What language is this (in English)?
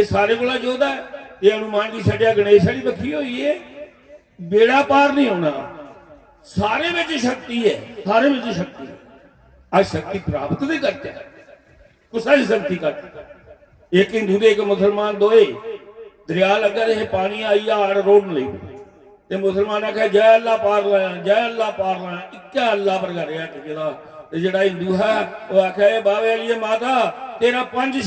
Dogri